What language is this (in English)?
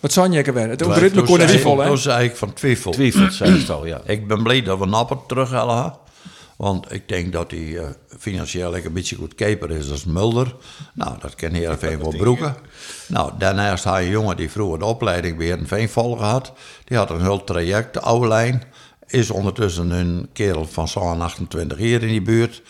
Western Frisian